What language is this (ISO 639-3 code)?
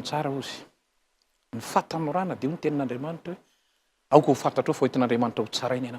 mlg